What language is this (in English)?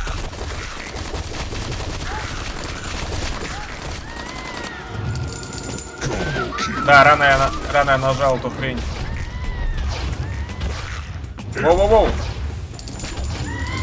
Russian